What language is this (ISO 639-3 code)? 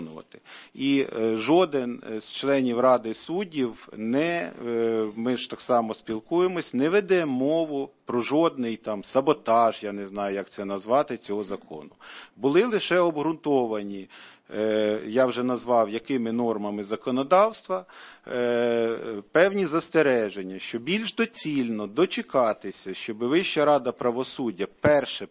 ukr